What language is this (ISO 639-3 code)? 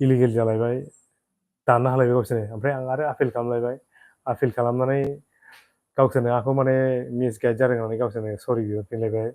brx